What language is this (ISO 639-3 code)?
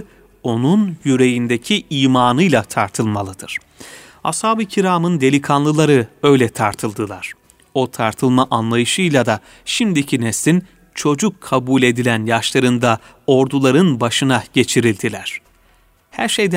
tur